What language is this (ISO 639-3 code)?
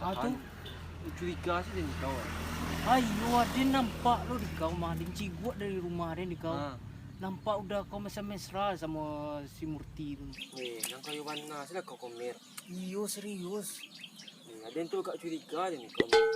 min